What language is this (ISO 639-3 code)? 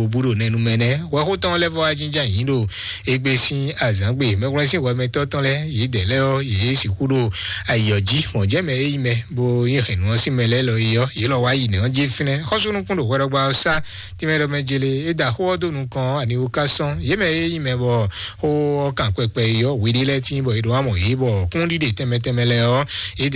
fon